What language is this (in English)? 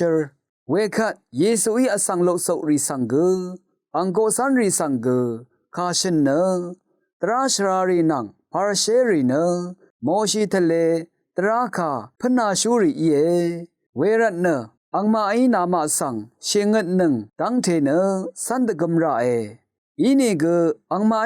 Rawang